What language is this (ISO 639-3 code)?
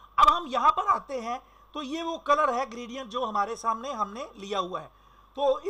hin